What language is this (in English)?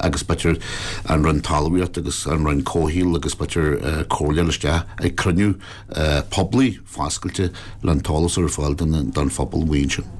Irish